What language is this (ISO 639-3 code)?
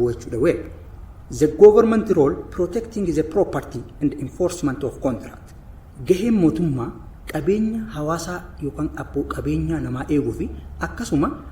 orm